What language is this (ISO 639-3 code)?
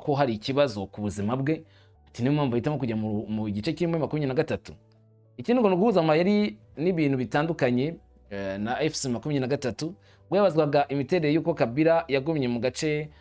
kin